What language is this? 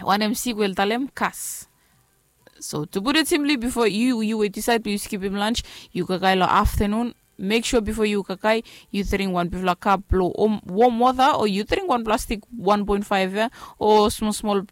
Bislama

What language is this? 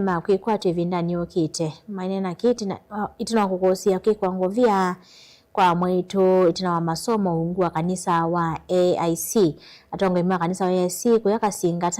Kamba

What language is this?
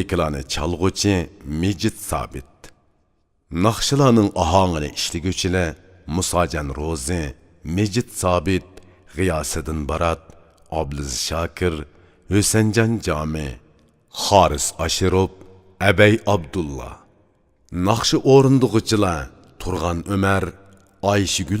Uyghur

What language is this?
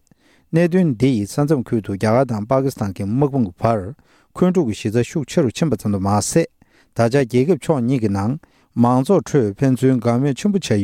Tibetan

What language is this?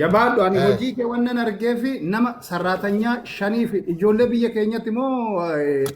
Oromo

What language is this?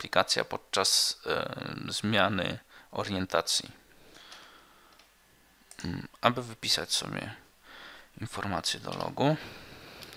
Polish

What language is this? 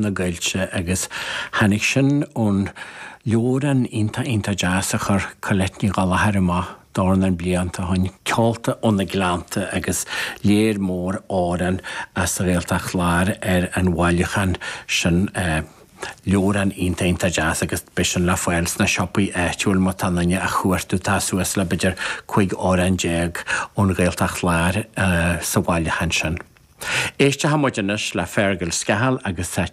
Irish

